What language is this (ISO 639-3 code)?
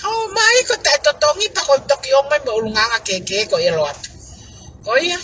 ton